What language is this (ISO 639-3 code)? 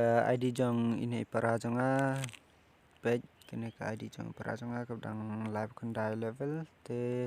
kha